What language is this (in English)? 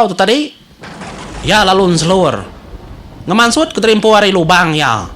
Iban